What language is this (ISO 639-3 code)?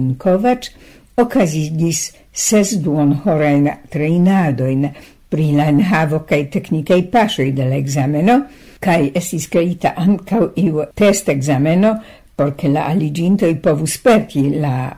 epo